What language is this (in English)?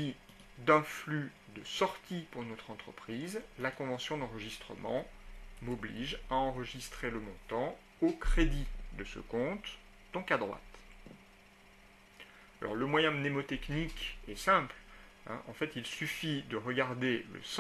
French